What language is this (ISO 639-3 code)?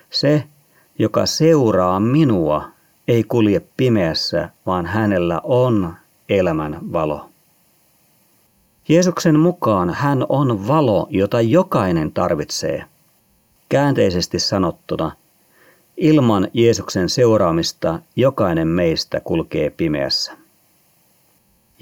fin